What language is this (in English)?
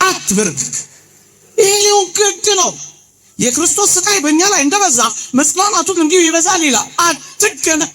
Amharic